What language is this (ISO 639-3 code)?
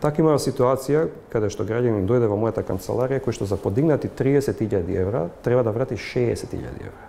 mkd